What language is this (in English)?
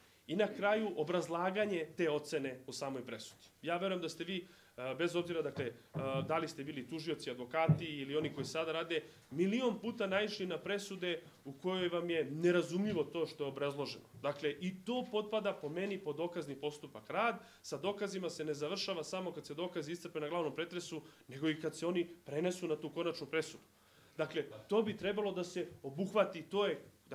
Serbian